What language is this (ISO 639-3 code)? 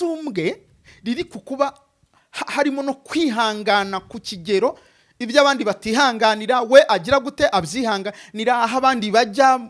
kin